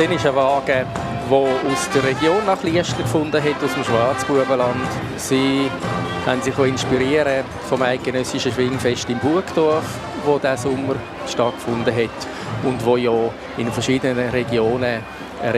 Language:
Swiss German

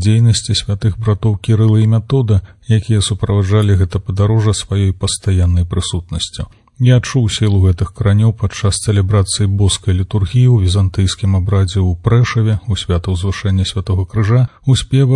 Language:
Belarusian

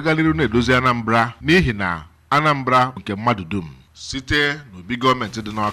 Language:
Igbo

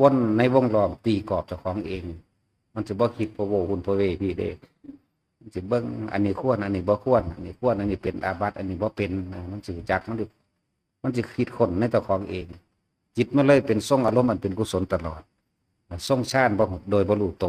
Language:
Northeastern Thai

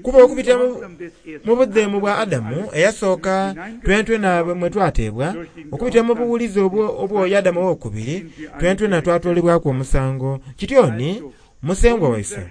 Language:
Soga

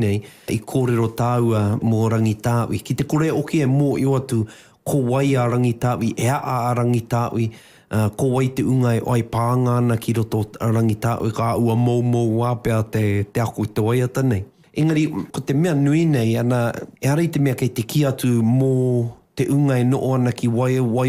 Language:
Māori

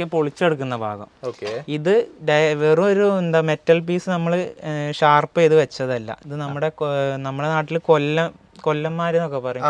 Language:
Malayalam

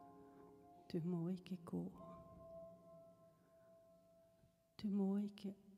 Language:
Norwegian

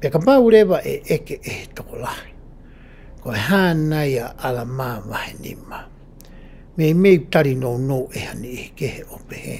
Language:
Tongan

